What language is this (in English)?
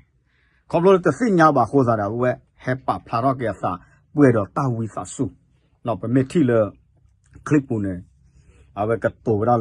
S'gaw Karen